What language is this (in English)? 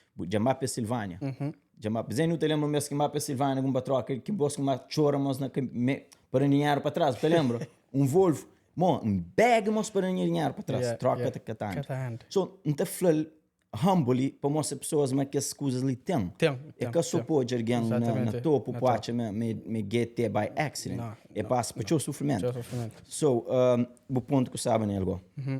Kabuverdianu